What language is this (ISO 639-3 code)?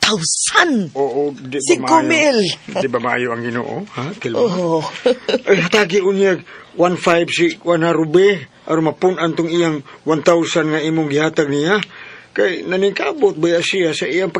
ceb